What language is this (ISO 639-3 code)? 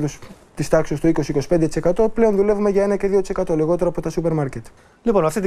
ell